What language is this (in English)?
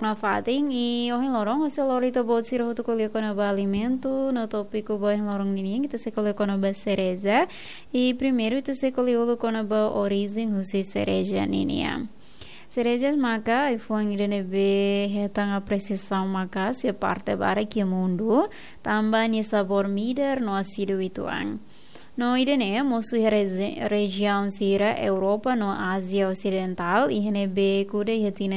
Tetum